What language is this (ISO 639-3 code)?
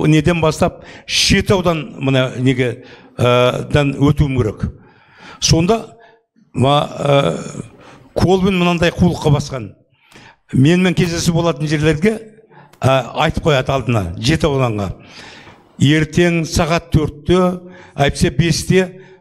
kaz